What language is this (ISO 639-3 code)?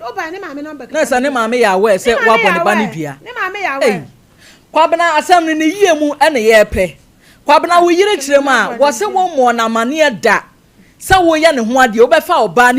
aka